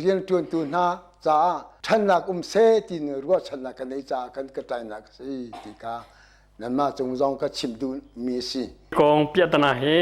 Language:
Hakha Chin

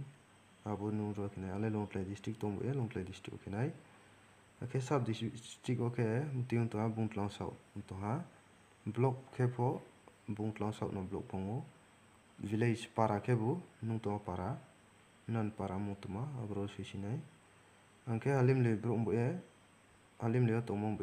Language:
Riang (India)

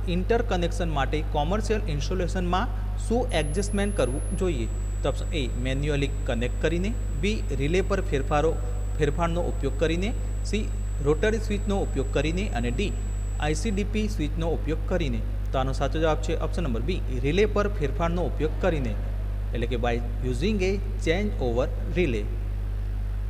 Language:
Gujarati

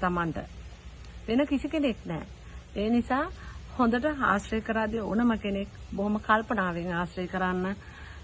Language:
Sinhala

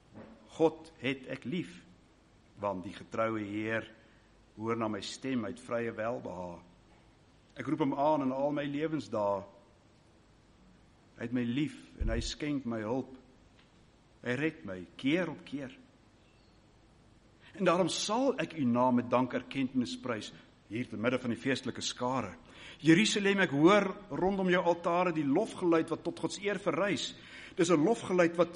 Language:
Afrikaans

